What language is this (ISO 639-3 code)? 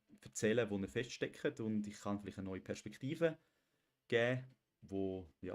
gsw